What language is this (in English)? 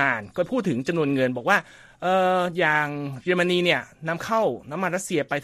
Thai